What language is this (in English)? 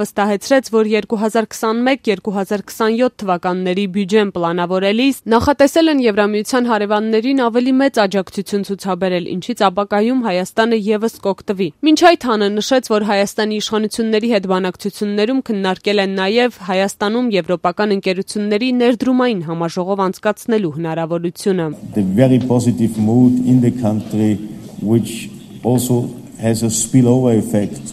Armenian